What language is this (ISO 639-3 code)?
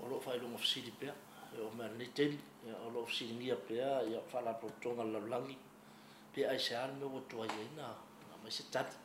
smo